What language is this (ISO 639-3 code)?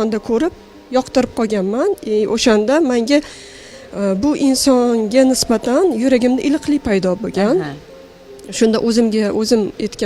uzb